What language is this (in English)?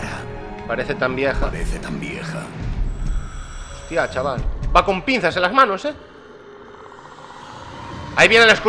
Spanish